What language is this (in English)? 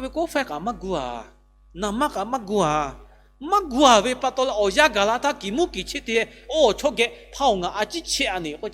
Lahu